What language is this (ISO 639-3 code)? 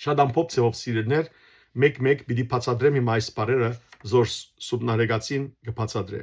hyw